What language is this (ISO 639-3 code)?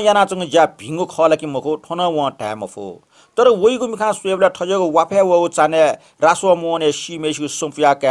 new